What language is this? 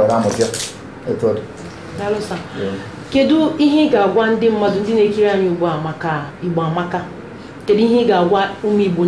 Igbo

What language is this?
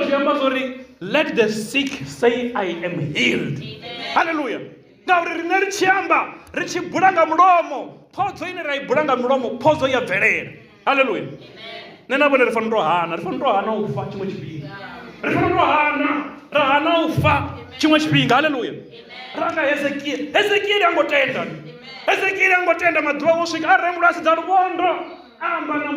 Venda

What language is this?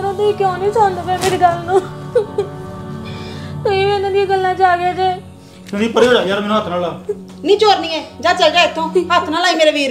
Punjabi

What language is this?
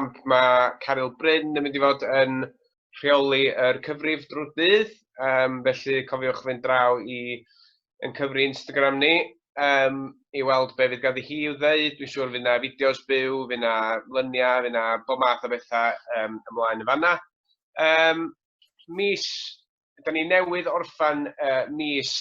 Welsh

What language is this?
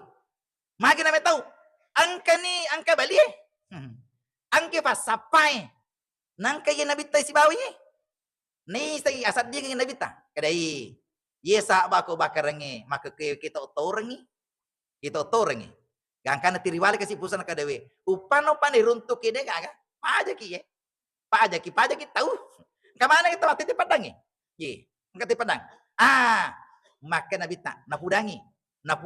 Buginese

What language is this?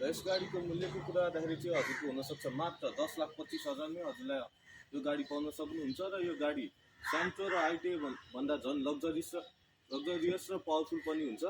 Nepali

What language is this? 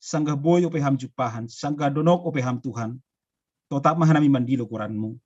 Batak Simalungun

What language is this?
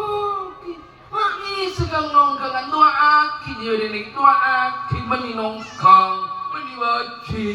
Madurese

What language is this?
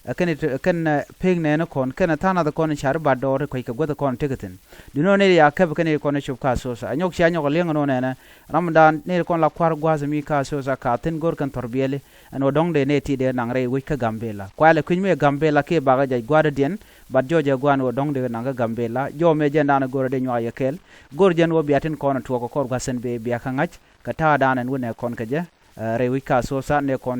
Nuer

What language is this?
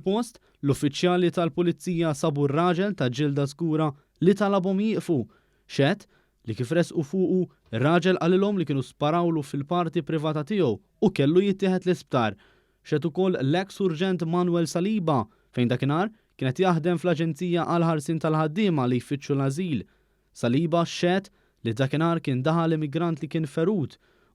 Maltese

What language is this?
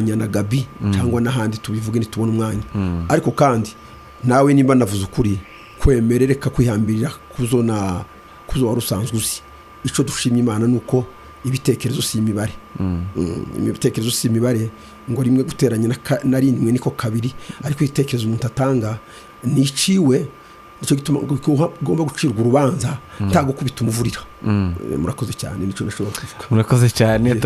Kinyarwanda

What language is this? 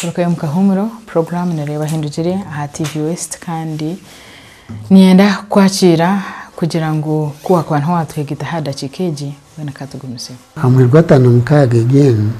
Nyankole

